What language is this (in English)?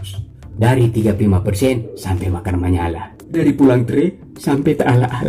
Manado Malay